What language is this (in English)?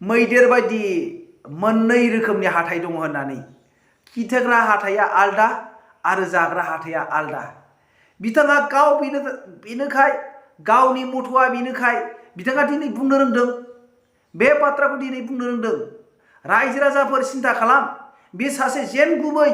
Bodo